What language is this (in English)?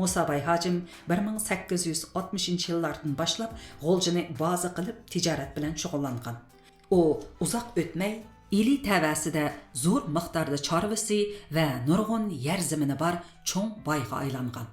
Uyghur